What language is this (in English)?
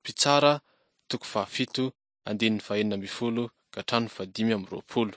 Malagasy